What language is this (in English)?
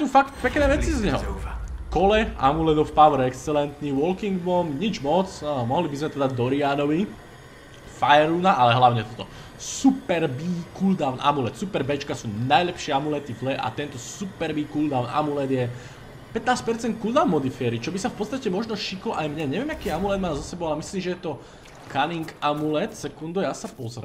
Slovak